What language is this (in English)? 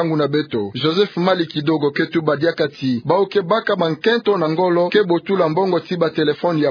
Kituba (Democratic Republic of Congo)